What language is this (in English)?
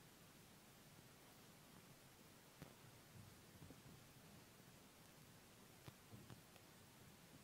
Basque